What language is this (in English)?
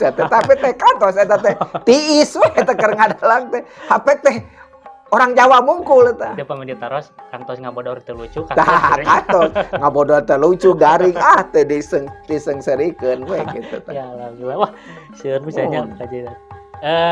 Sundanese